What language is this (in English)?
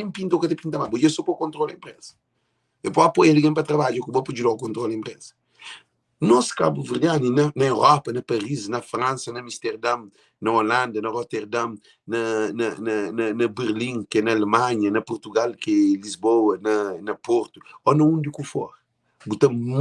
Kabuverdianu